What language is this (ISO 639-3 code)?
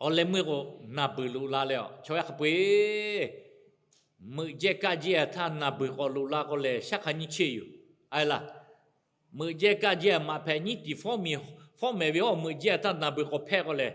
lhu